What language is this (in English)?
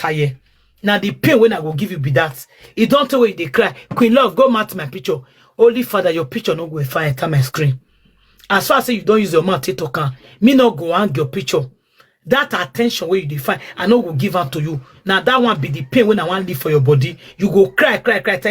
Nigerian Pidgin